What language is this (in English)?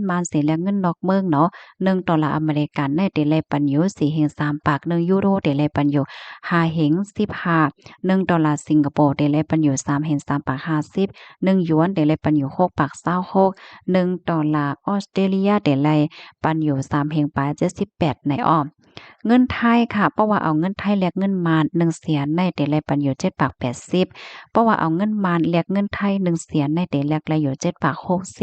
Shan